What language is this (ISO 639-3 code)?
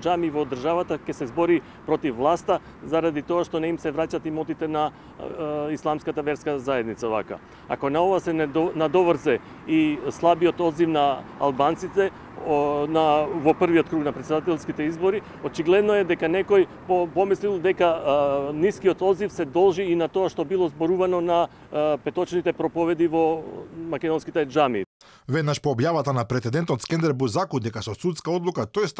mkd